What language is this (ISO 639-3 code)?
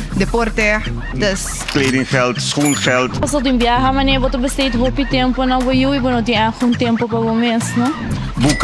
pap